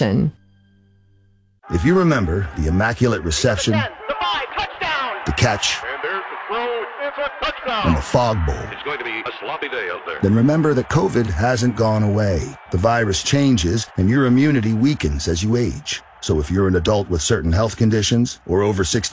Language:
English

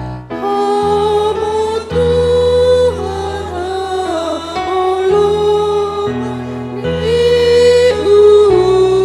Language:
Batak Simalungun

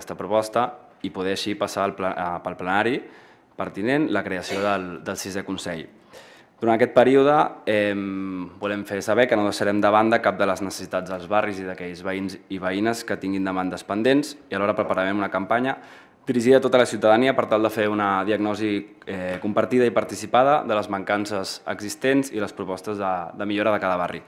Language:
Catalan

